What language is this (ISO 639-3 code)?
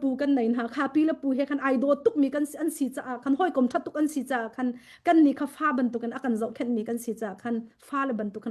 cnh